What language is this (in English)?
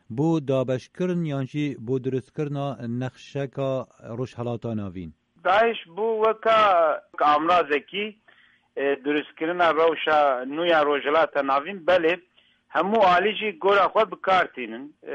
Kurdish